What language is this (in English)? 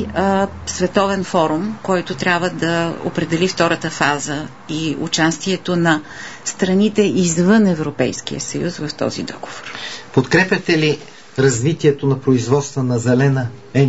Bulgarian